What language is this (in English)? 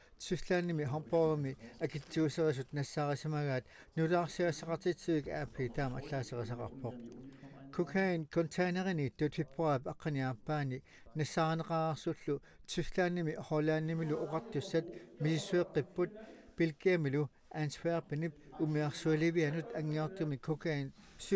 Kalaallisut